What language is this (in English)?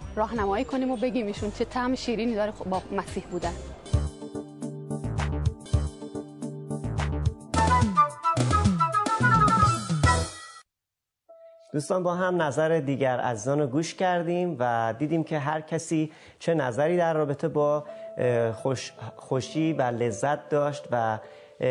Persian